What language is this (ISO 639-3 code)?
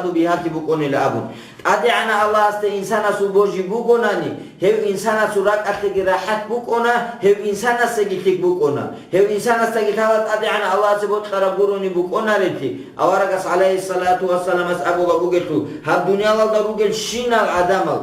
ava